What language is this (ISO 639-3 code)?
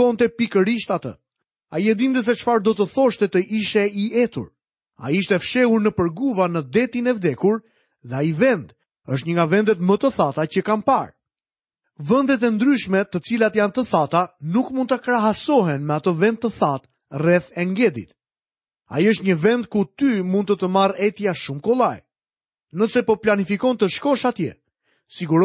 sqi